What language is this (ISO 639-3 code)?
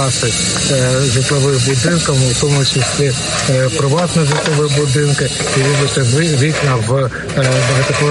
ukr